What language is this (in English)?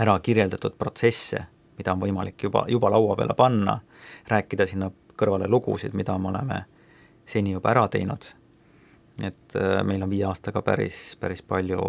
Estonian